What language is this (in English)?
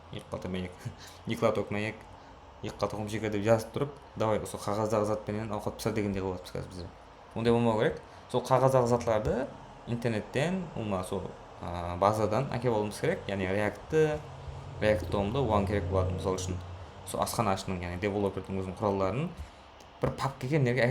Kara-Kalpak